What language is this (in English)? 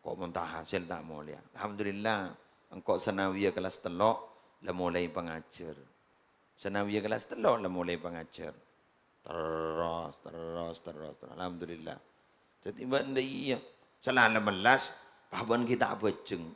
Madurese